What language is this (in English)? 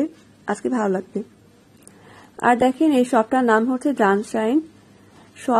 Bangla